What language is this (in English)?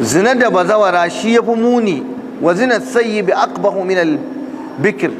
Hausa